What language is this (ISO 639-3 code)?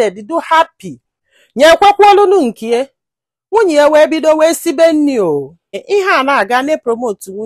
ibo